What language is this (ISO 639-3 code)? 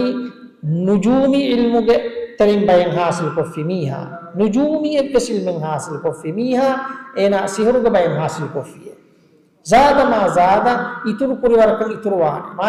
div